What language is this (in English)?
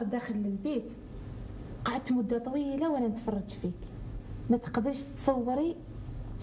Algerian Arabic